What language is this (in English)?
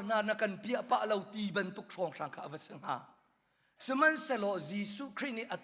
Hakha Chin